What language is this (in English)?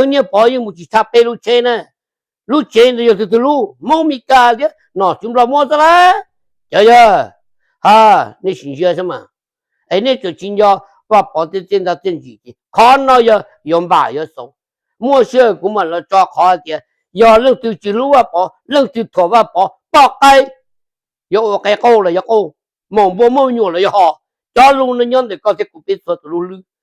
Hmong